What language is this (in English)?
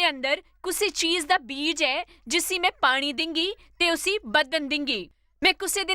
Dogri